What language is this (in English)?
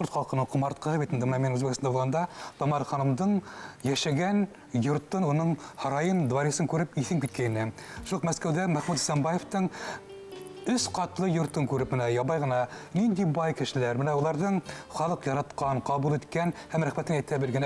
Bashkir